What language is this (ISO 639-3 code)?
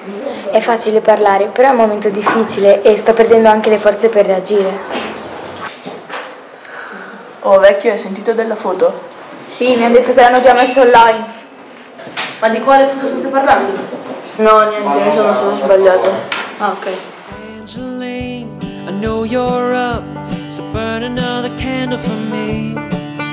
ita